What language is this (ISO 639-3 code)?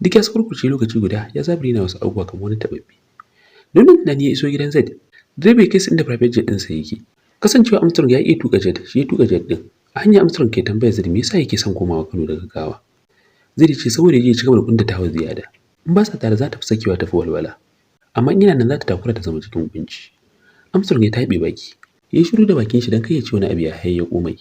hau